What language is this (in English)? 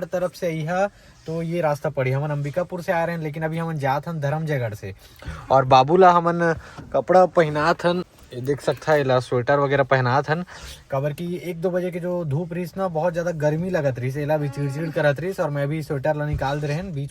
Chhattisgarhi